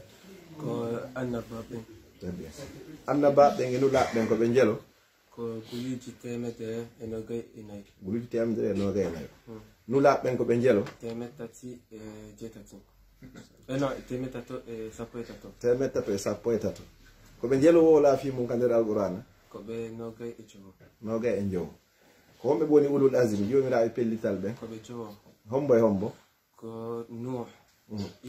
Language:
Pular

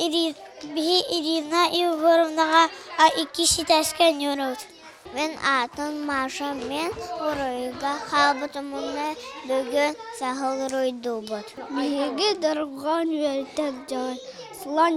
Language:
Yakut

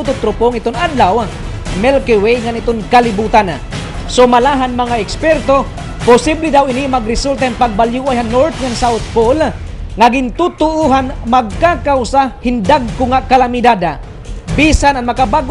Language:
Waray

